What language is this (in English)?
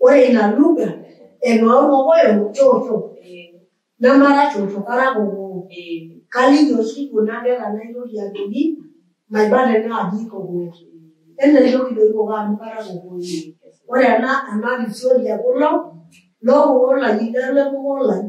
Masai